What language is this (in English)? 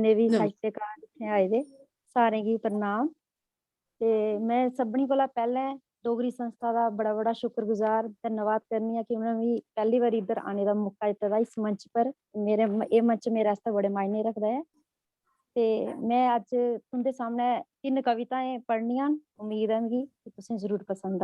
Dogri